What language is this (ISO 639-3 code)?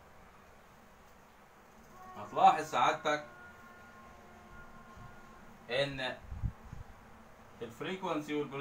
arz